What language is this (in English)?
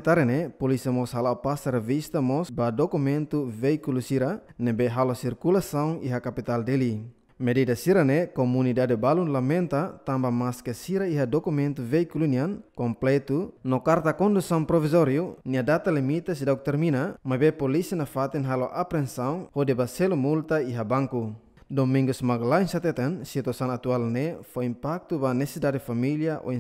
Tetum